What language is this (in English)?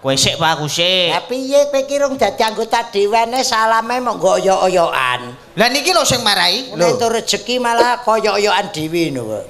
Javanese